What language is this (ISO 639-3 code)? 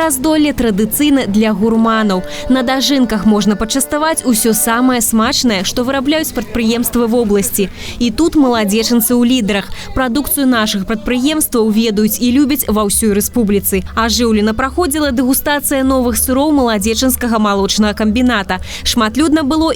bel